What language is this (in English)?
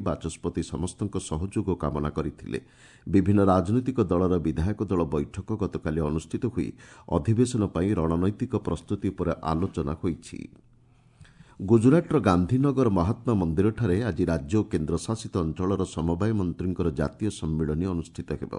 Odia